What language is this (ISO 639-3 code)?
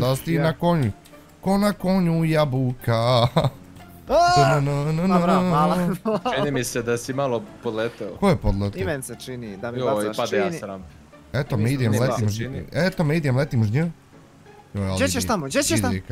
bos